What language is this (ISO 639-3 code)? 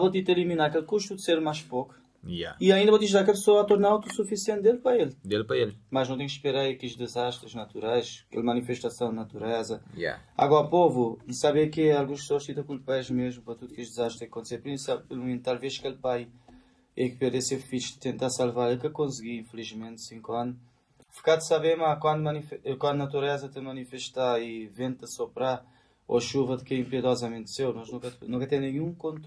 kea